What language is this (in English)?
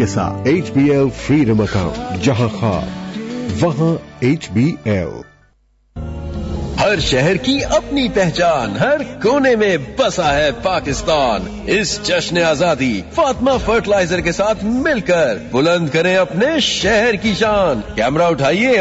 Urdu